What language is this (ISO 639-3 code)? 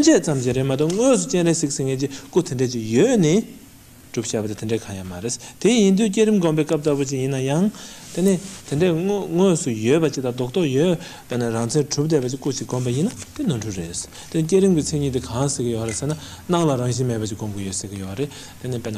bod